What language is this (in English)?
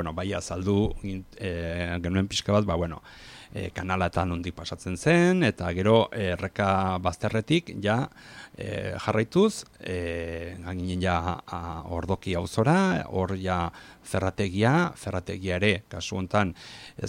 Basque